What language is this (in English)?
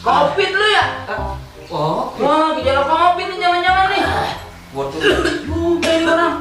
Betawi